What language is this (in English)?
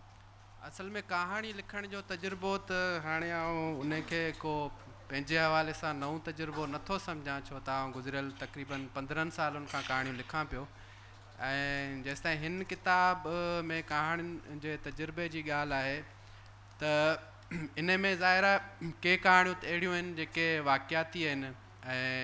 Sindhi